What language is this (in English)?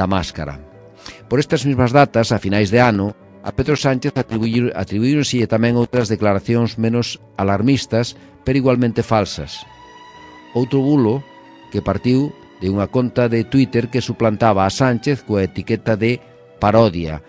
Galician